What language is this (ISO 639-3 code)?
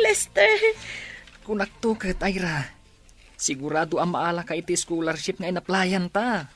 ilo